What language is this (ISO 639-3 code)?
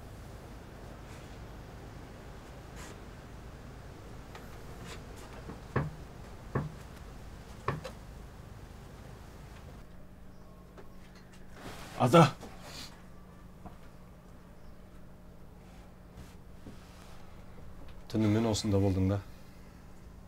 kaz